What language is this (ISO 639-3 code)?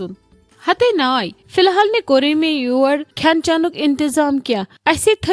kas